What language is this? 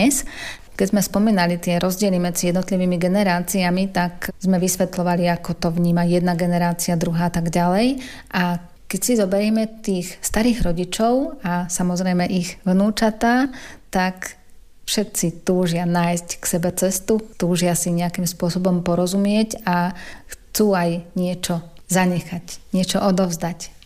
Slovak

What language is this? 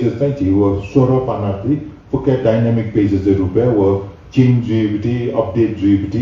Newari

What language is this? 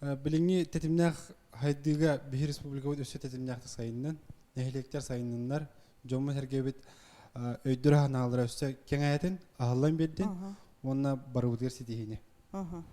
Yakut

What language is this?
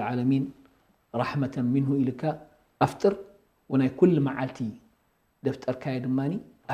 Tigrinya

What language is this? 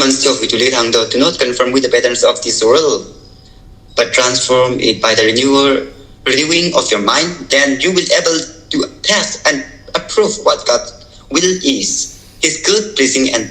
Tangkhul Naga (India)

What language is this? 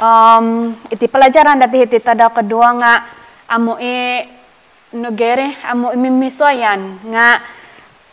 Central Dusun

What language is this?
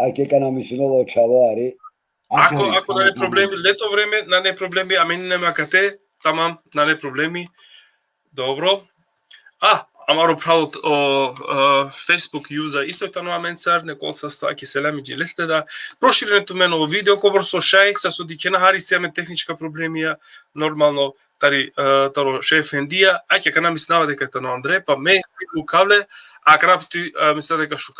Balkan Romani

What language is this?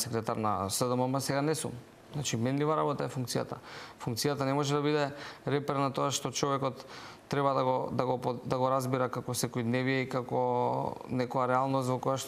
Macedonian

